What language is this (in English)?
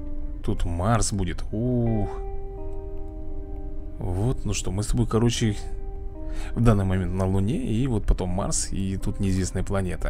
Russian